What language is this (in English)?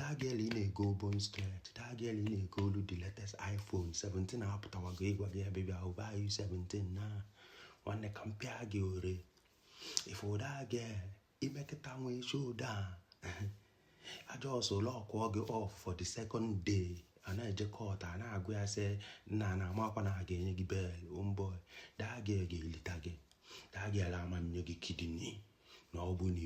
Igbo